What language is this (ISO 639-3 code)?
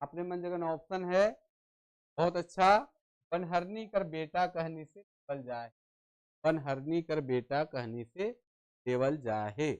sck